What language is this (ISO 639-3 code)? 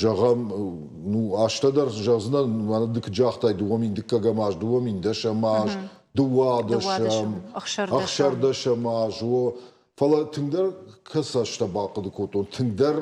oss